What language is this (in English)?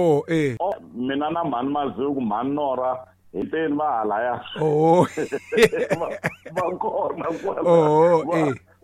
Tsonga